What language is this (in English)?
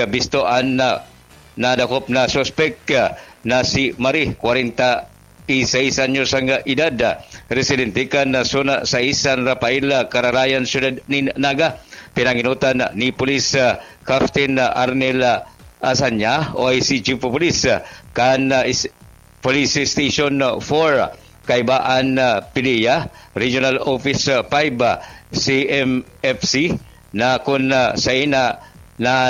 Bikol